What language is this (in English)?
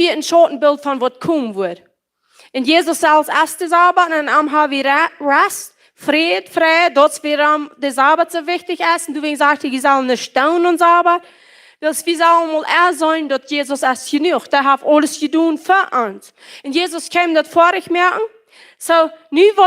Plautdietsch